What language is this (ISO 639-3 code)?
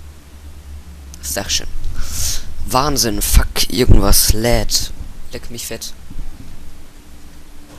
deu